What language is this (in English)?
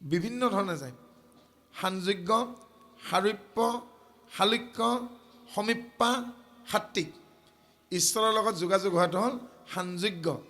Assamese